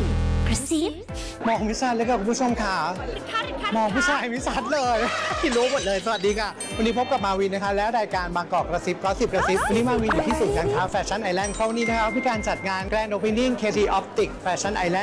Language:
Thai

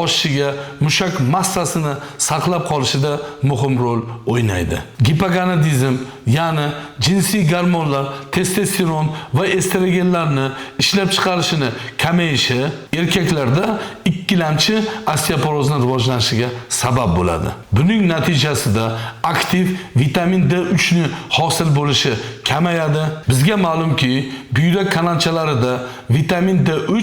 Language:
Uzbek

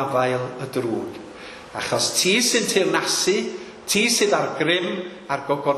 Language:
Welsh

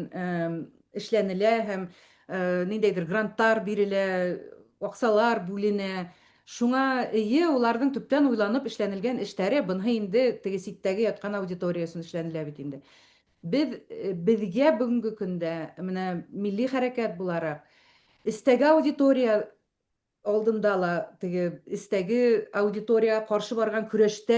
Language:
Bashkir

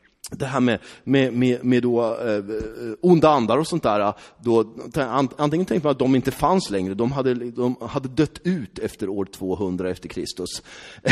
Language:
Swedish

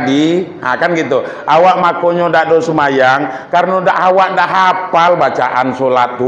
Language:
Minangkabau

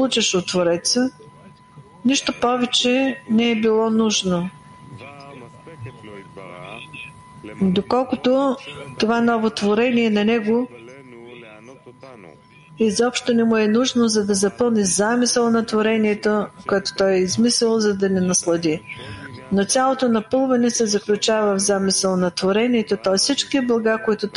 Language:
Bulgarian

